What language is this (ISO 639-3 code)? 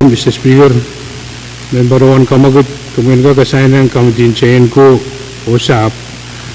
pon